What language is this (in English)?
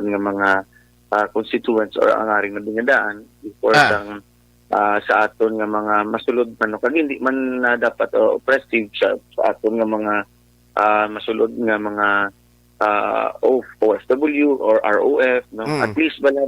Hiligaynon